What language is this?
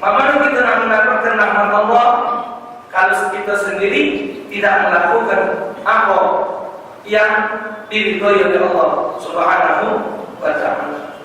Musi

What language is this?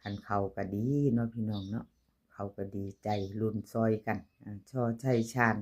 Northeastern Thai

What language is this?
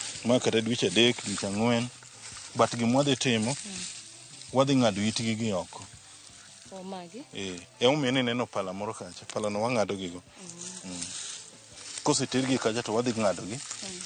Luo (Kenya and Tanzania)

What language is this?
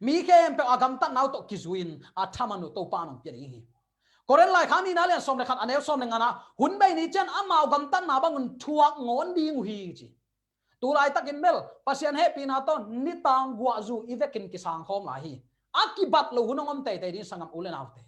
Tedim Chin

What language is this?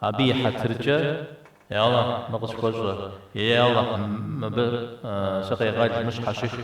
Kabardian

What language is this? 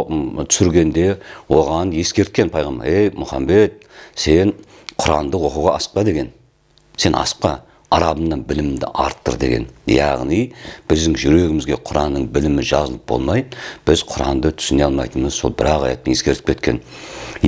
Kazakh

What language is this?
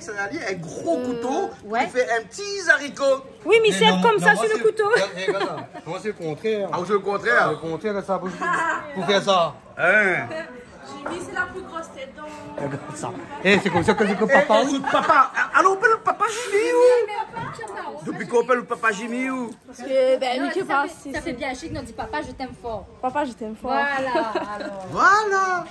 Réunion Creole French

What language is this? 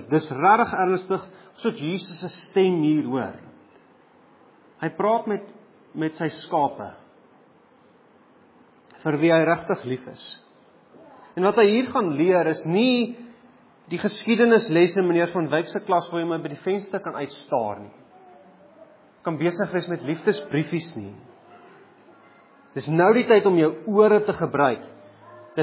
Afrikaans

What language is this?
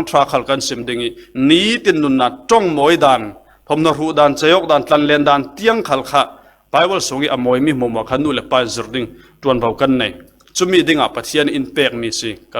Falam Chin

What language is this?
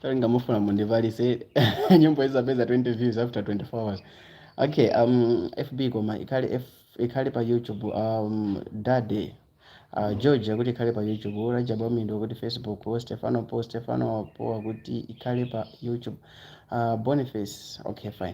Nyanja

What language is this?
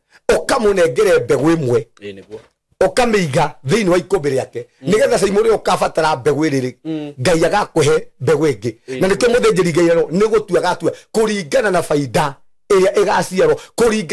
Kikuyu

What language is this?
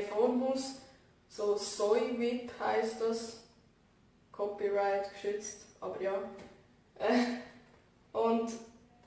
Swiss German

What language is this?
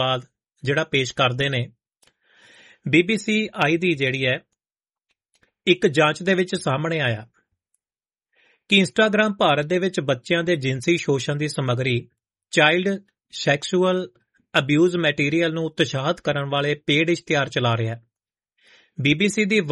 Punjabi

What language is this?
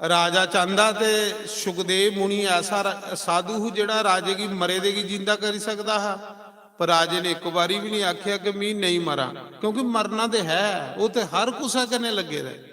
Dogri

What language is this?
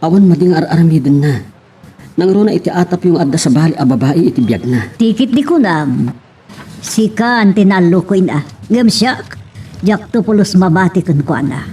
Iloko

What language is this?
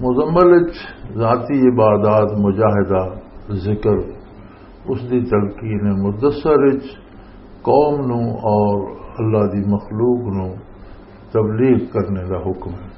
Western Panjabi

